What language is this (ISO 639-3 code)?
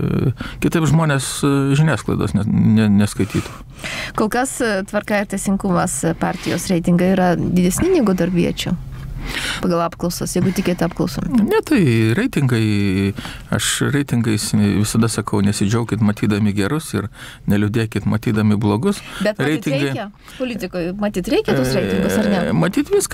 lit